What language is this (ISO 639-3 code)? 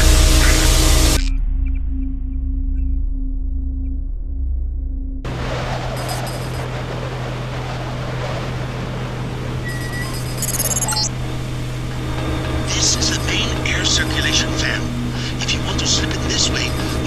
eng